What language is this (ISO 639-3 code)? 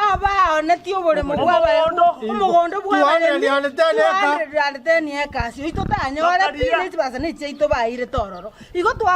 guz